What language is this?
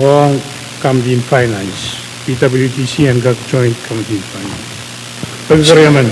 Pohnpeian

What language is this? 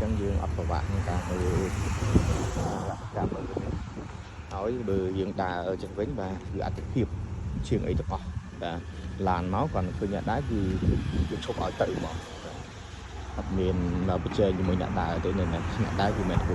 Khmer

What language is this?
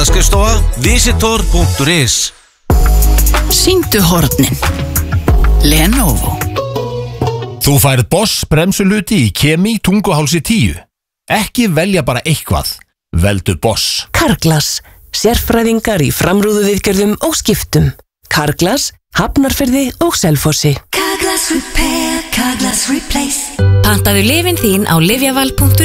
Icelandic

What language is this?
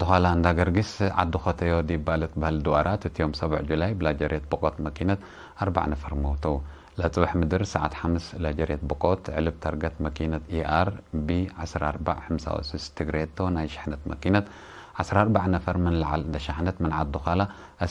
Tigre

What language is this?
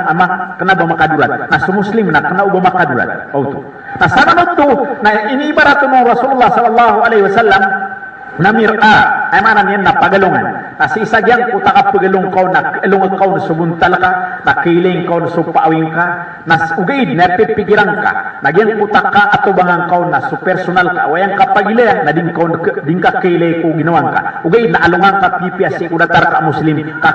Maranao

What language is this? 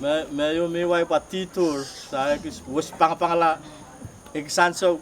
Pohnpeian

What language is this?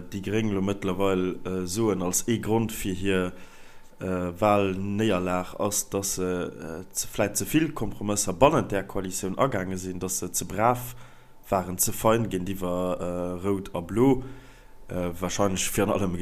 Luxembourgish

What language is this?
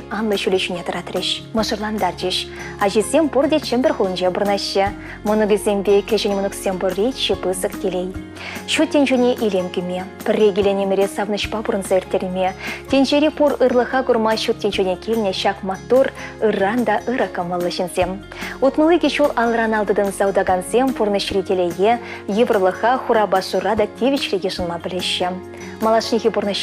Chuvash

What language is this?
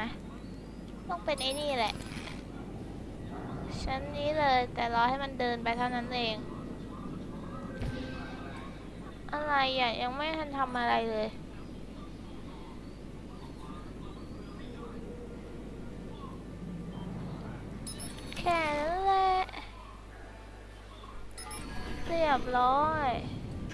Thai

